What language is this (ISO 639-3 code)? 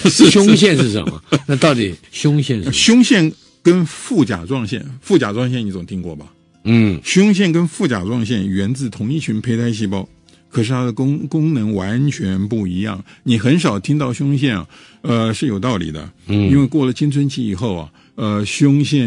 zho